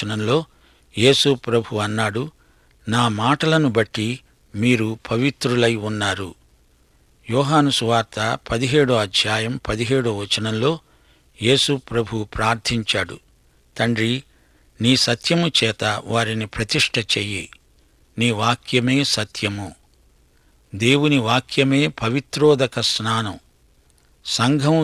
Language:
Telugu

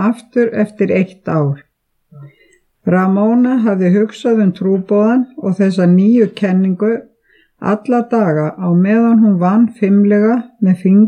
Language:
Icelandic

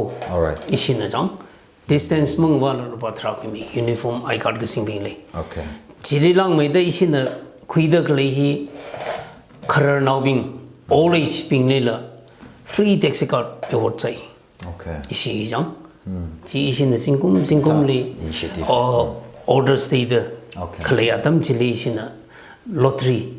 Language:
Tangkhul Naga (India)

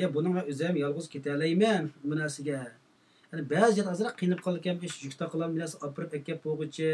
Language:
Uyghur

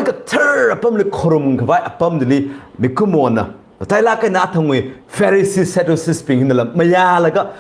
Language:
Tangkhul Naga (India)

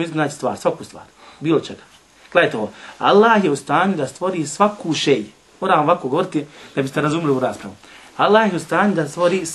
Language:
Bosnian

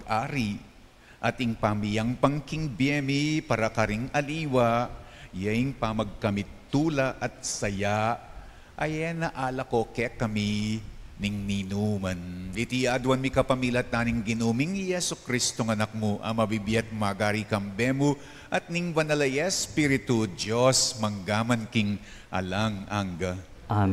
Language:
Pampanga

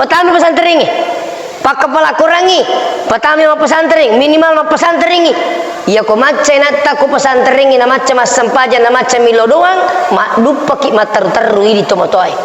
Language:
Buginese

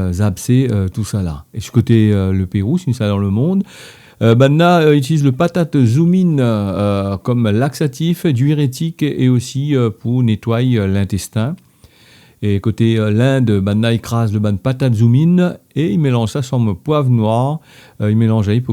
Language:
Réunion Creole French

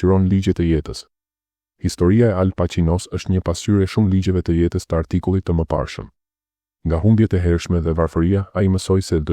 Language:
Albanian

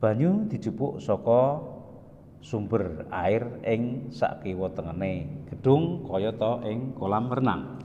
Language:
Javanese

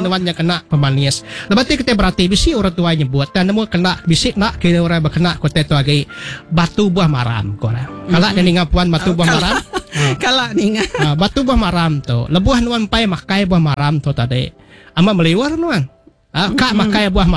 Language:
Iban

